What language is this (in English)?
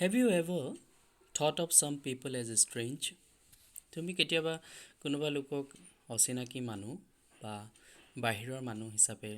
Assamese